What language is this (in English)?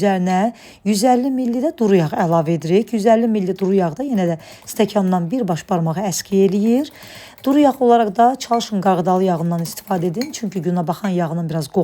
Azerbaijani